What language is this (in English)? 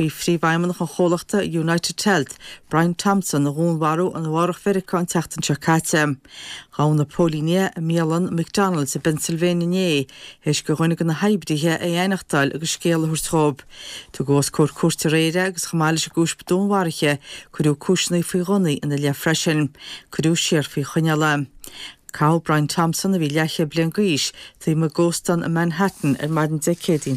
Irish